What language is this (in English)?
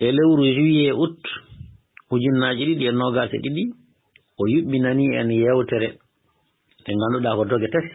Fula